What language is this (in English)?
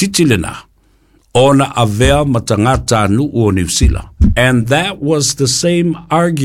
Samoan